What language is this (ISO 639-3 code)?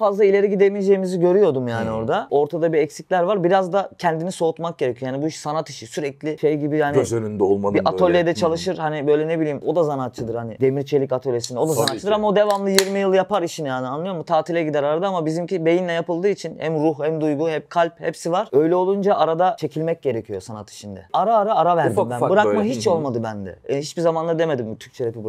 tur